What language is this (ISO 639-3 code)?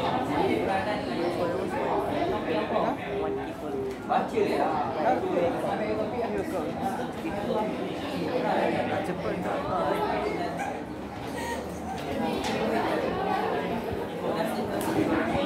msa